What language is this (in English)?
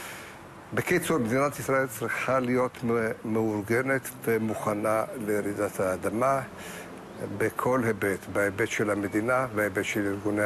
Hebrew